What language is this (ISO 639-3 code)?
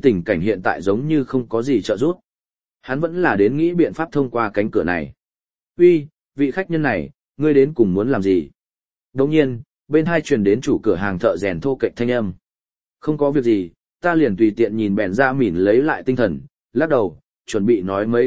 vie